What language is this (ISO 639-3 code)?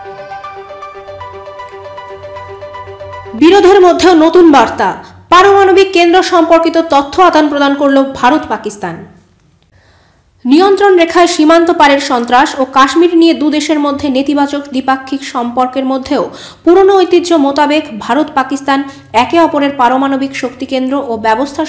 ben